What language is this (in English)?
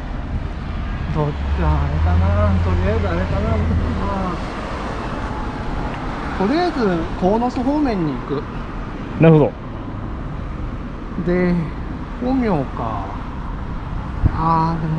Japanese